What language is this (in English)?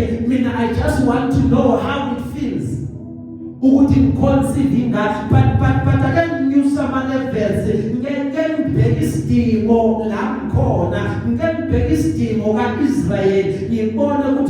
Zulu